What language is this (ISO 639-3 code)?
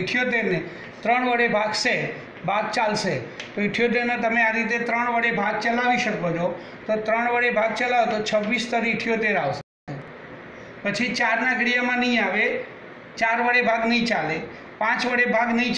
guj